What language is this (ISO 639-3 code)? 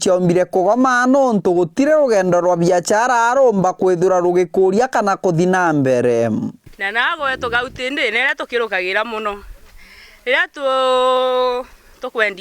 mer